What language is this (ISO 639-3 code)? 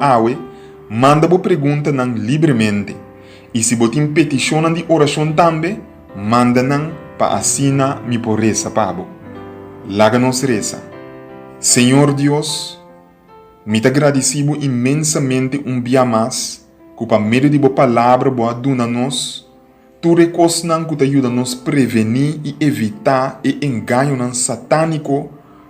pap